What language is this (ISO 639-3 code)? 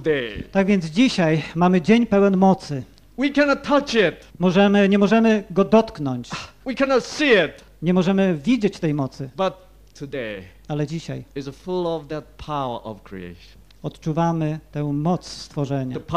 pol